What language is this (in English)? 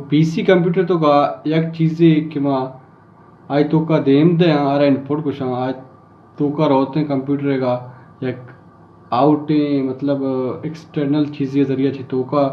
Baluchi